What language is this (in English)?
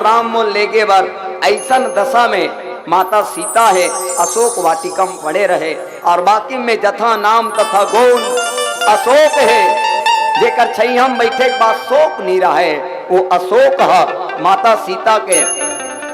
Chhattisgarhi